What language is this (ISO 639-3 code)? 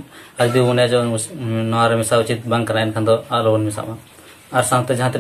sat